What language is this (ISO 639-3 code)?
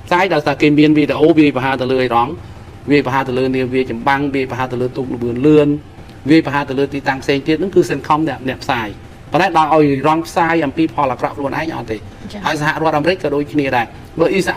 khm